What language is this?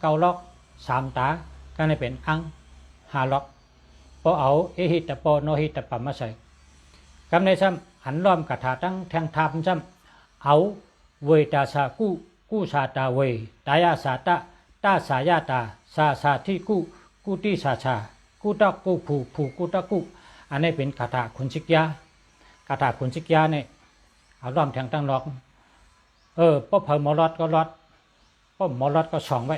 Shan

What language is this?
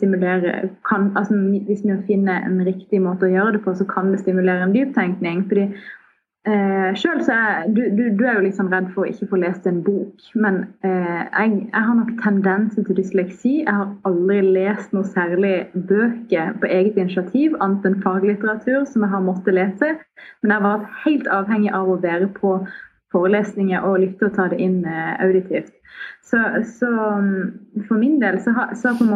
Norwegian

